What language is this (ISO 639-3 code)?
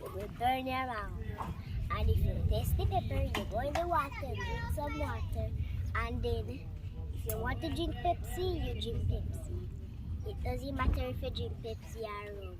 jam